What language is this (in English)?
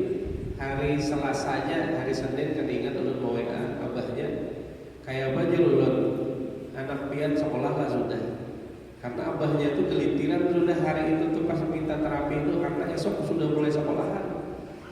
Banjar